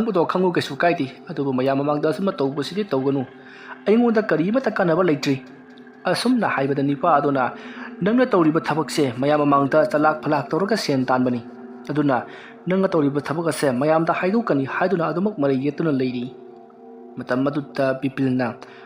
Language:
Manipuri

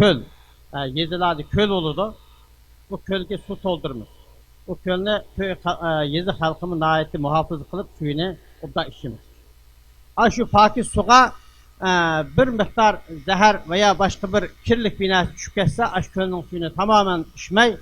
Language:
Uyghur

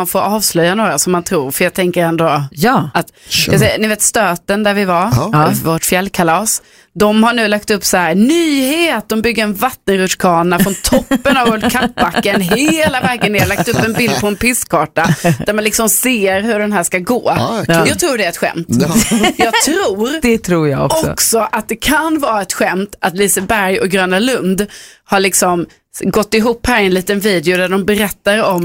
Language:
Swedish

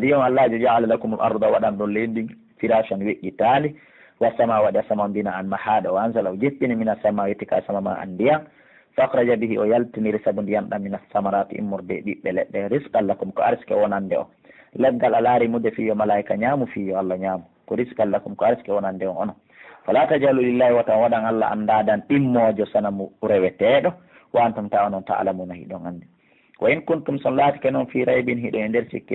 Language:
Pular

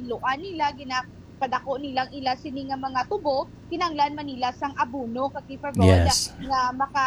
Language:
Hiligaynon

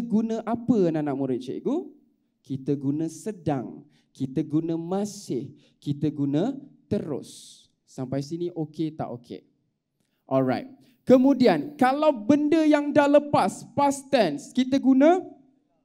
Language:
Malay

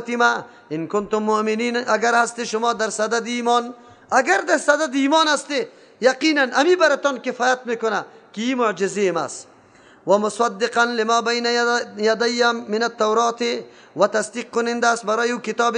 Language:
Persian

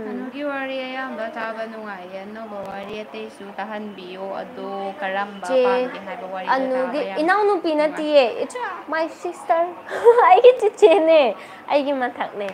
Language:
Manipuri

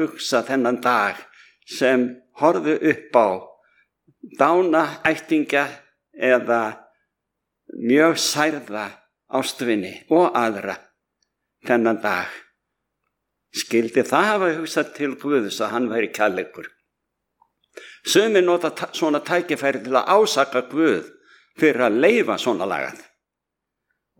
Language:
Icelandic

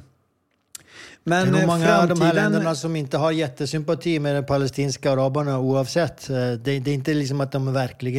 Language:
Swedish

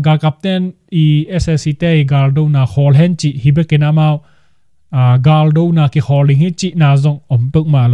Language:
Tedim Chin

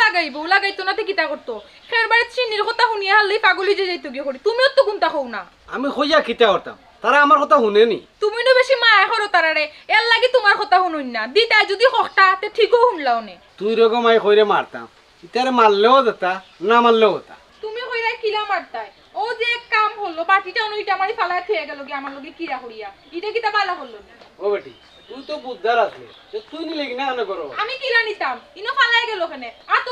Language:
Sylheti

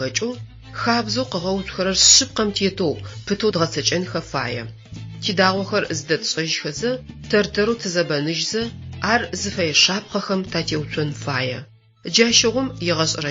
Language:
Adyghe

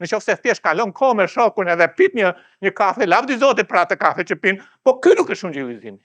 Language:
Albanian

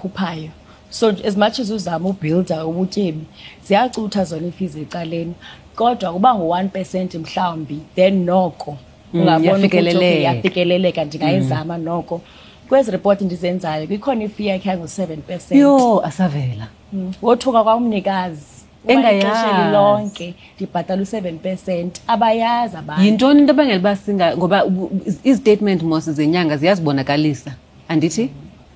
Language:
Xhosa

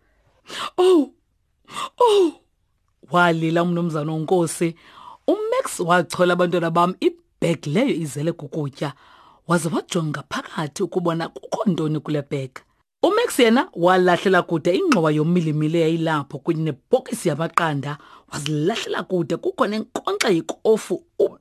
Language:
Xhosa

